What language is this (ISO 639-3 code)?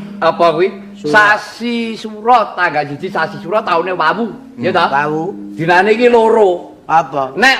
jav